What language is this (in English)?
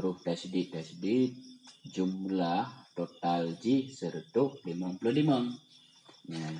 Achinese